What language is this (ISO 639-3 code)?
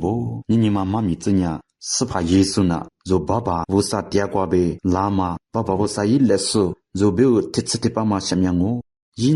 lis